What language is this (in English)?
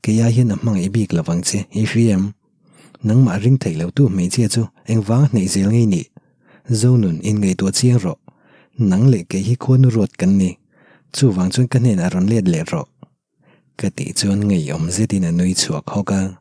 Mizo